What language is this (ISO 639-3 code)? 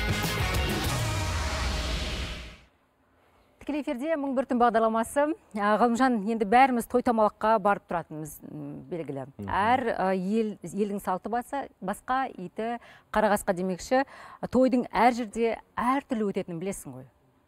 kaz